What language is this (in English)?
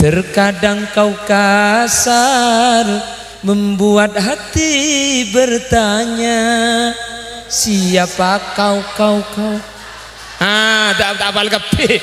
Madurese